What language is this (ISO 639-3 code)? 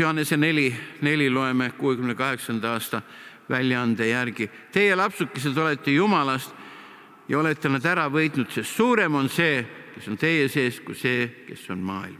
est